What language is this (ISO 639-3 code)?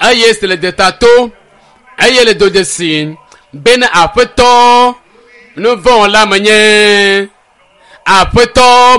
ewe